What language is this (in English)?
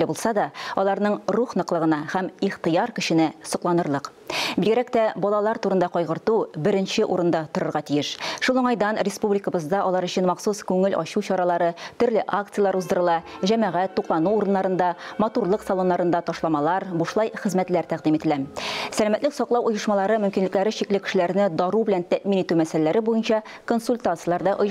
Tatar